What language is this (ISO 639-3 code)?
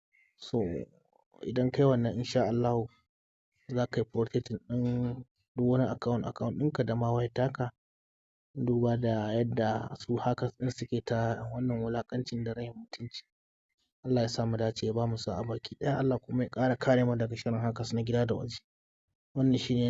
hau